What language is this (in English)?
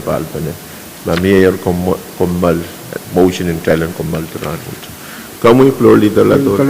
Pohnpeian